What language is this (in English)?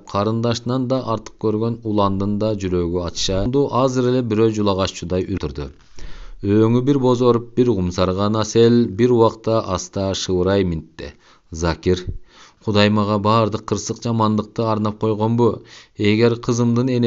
Kyrgyz